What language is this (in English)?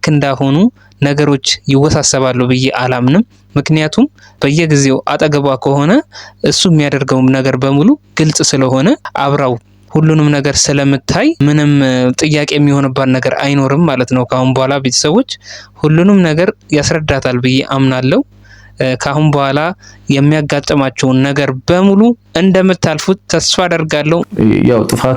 Amharic